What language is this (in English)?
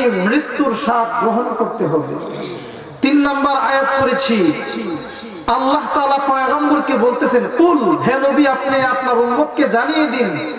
Bangla